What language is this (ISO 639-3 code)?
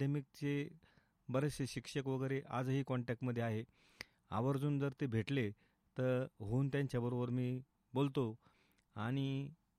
mar